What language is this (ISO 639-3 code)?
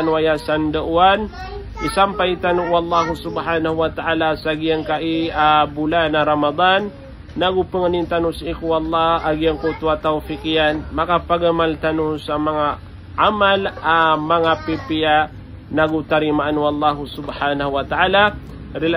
mrw